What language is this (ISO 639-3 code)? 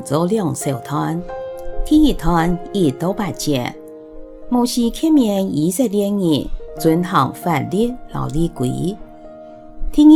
hak